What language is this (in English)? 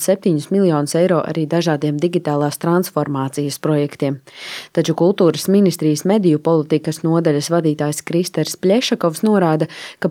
Latvian